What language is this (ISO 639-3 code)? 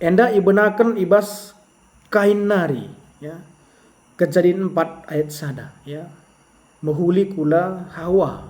btx